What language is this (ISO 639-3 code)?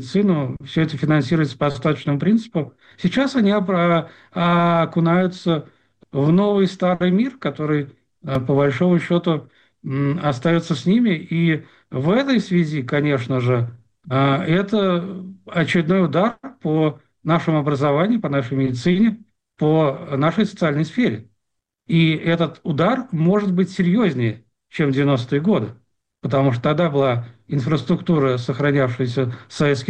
rus